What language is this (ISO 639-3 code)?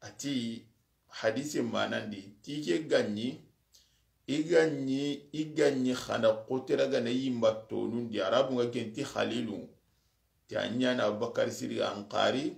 snk